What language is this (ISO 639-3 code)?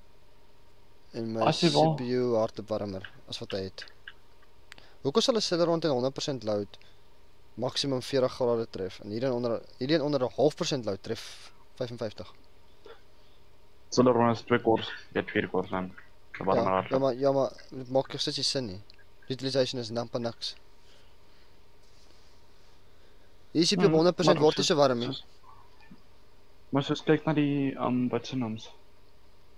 afr